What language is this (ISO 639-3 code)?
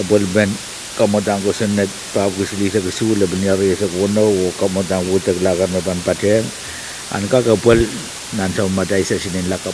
pon